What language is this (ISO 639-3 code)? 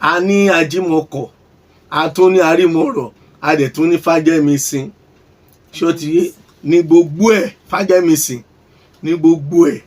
yor